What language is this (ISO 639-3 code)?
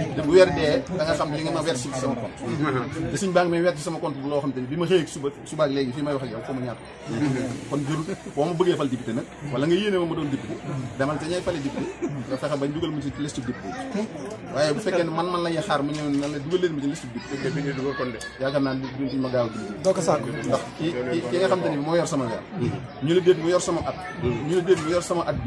wol